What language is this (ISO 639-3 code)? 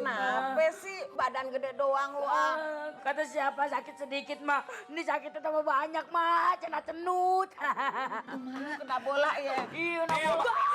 bew